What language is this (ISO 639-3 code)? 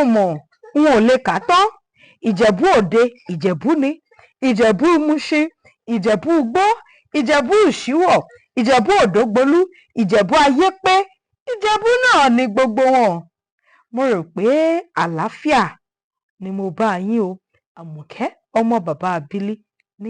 yor